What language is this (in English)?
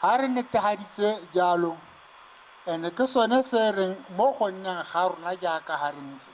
Tswana